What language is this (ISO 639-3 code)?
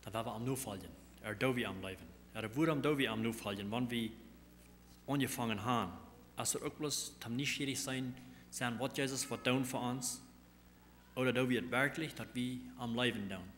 pdt